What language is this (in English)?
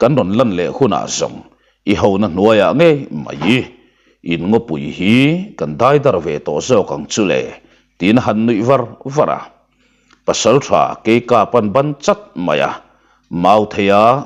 Mizo